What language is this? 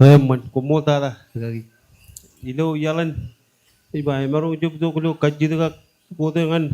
Marshallese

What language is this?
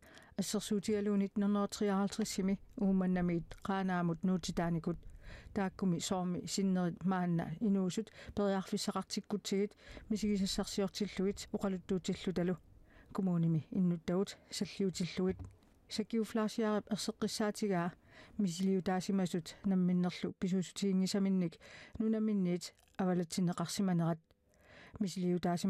Kalaallisut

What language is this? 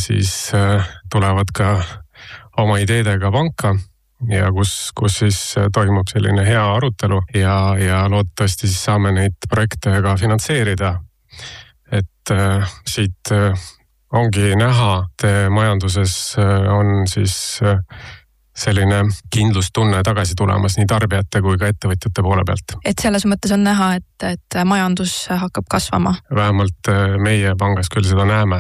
Estonian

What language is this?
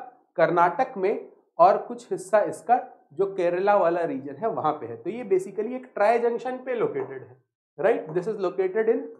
Hindi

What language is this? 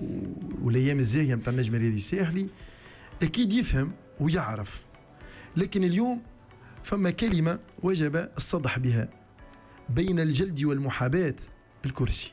Tunisian Arabic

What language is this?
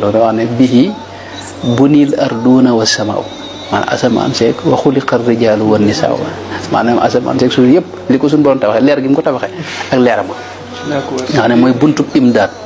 Wolof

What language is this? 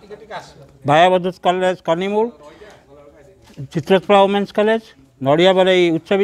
Odia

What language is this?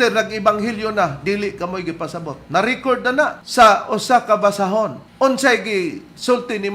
Cebuano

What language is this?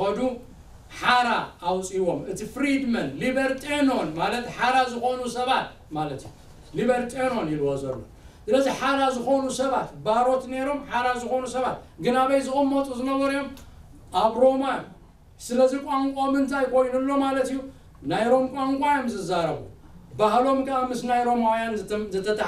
Tigrinya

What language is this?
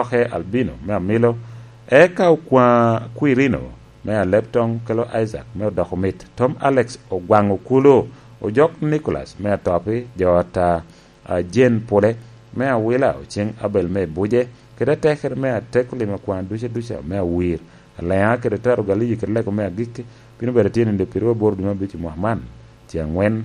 Lango (Uganda)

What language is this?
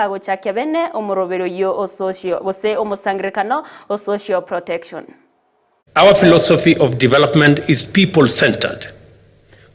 Gusii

